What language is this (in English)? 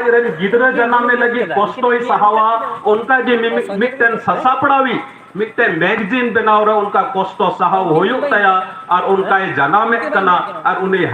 Santali